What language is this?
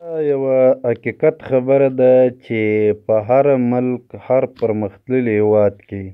Pashto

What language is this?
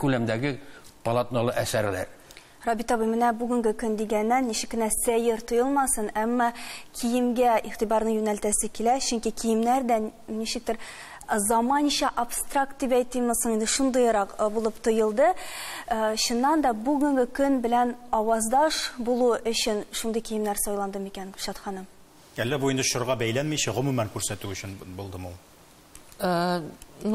Tatar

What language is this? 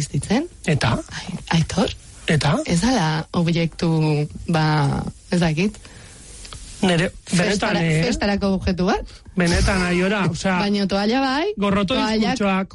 Basque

